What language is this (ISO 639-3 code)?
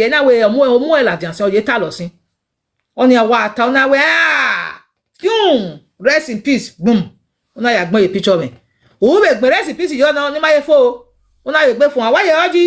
pcm